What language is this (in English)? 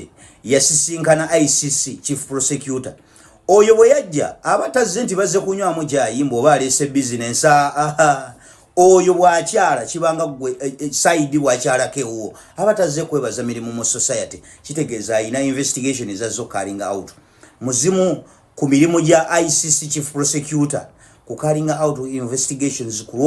Ganda